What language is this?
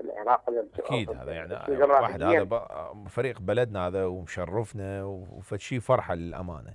Mesopotamian Arabic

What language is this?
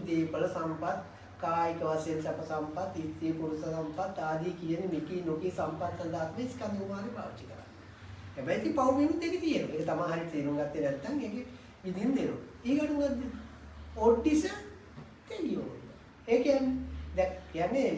Sinhala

